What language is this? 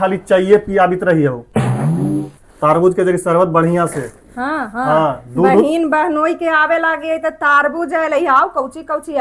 Magahi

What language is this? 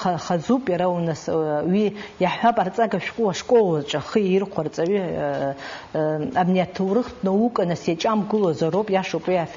Abkhazian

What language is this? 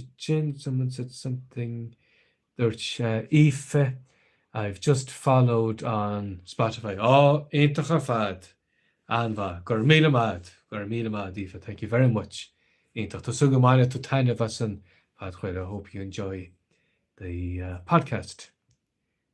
Irish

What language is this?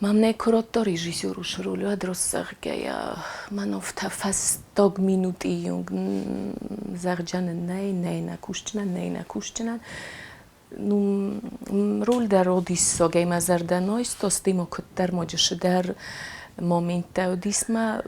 Ossetic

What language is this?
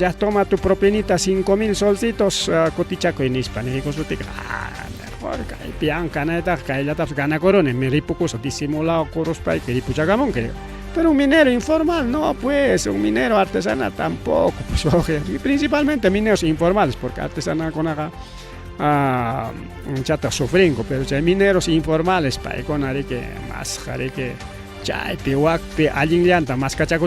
Ayacucho Quechua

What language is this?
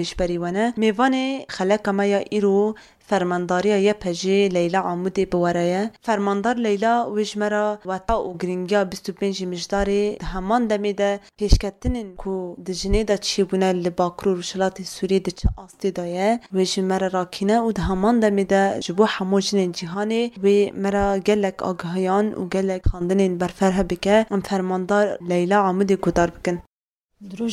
Kurdish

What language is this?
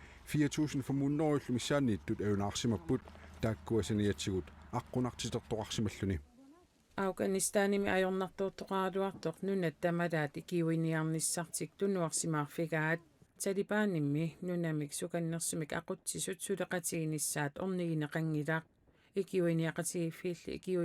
Kalaallisut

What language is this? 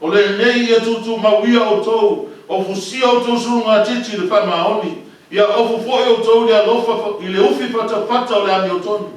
Samoan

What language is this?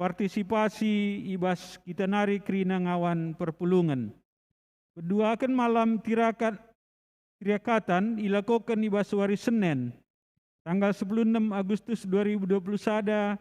Batak Karo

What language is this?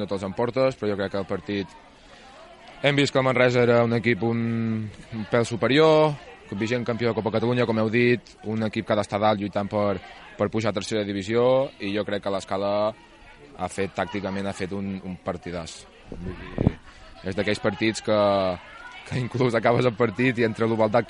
Catalan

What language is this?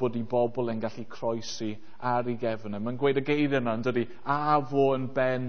Welsh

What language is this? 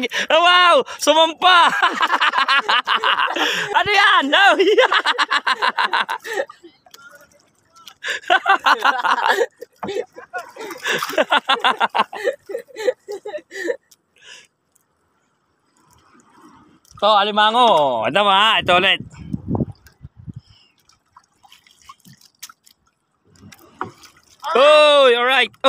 Filipino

